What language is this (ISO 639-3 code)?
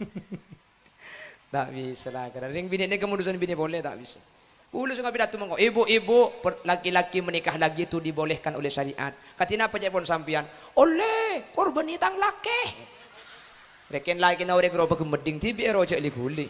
mad